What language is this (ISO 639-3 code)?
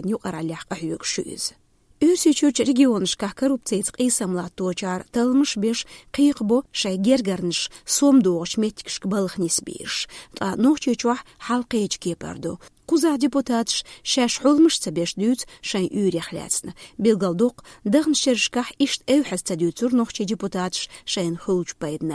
che